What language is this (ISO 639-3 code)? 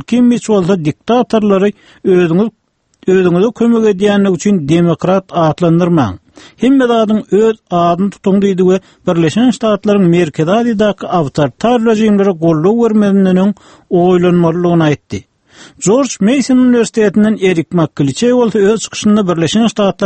tuk